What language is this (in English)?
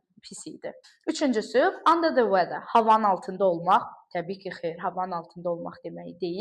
Azerbaijani